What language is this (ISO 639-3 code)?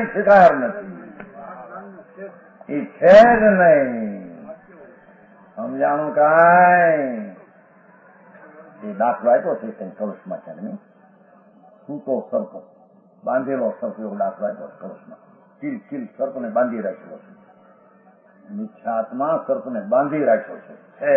guj